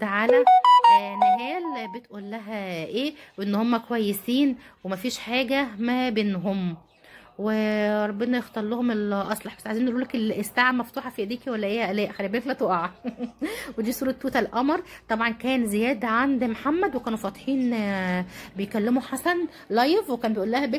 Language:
Egyptian Arabic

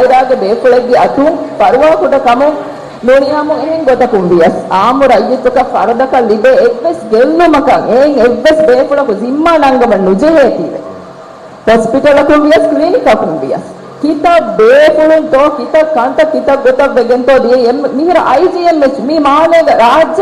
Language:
Divehi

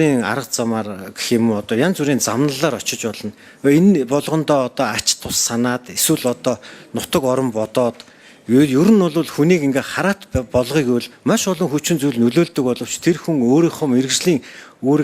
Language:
Mongolian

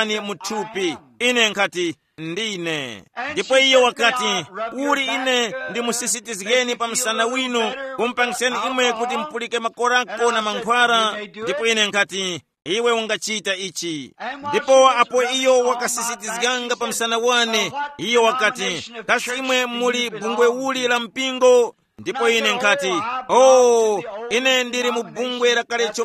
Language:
Tumbuka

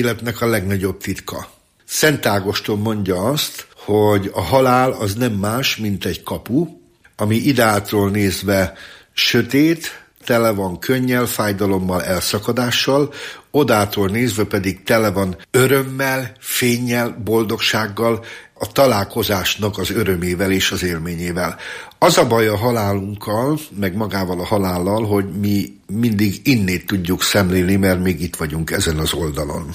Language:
Hungarian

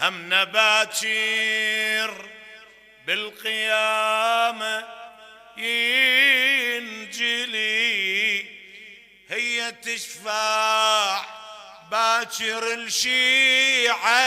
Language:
Mesopotamian Arabic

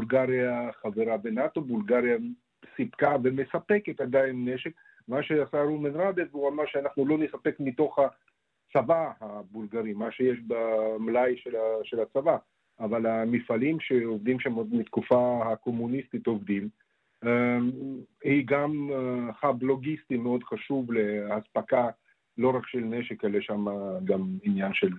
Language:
Hebrew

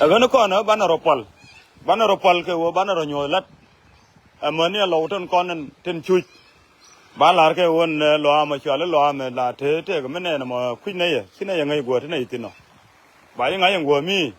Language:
Nuer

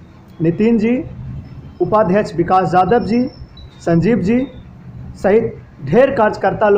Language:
Magahi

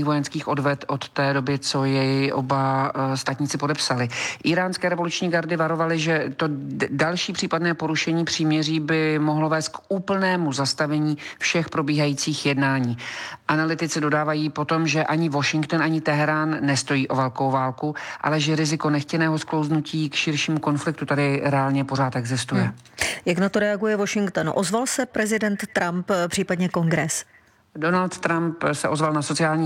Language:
Czech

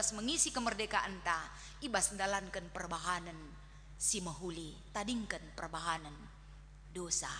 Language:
Batak Karo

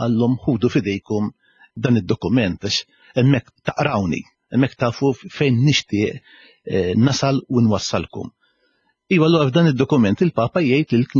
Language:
Maltese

